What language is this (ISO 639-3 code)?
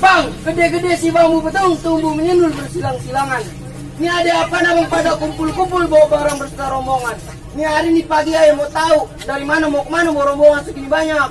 bew